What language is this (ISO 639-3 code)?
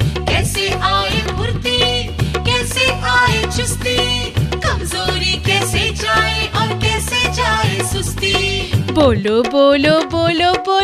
hin